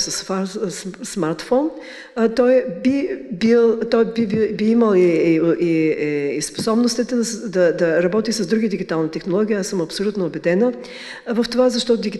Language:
Bulgarian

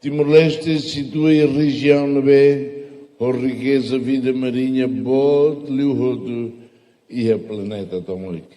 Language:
Tetum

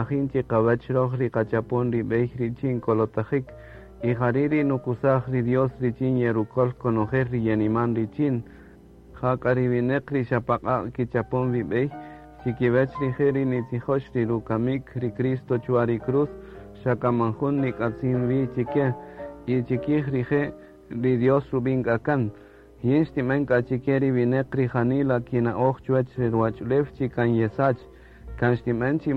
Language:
Kaqchikel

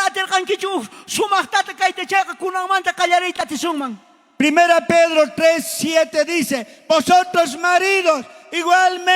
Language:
South Bolivian Quechua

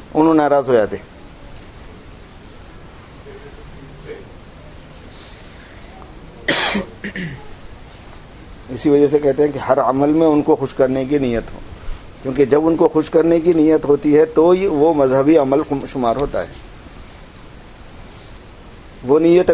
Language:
Urdu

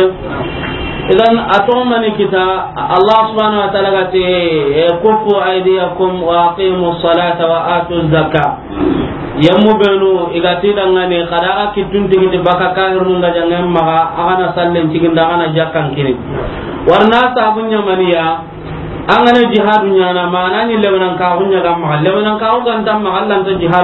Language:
Soninke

